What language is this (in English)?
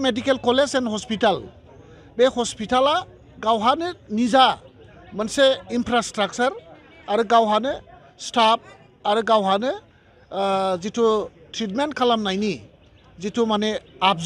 Bodo